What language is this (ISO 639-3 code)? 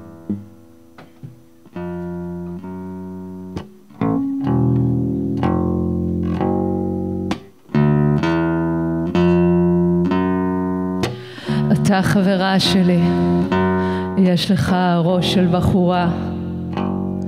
heb